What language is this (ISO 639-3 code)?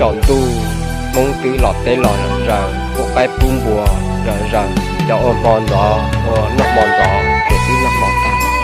hmn